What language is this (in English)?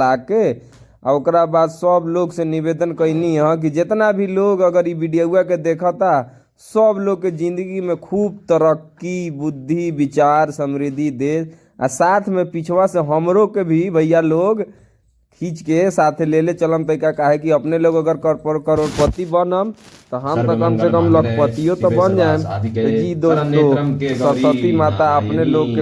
Bhojpuri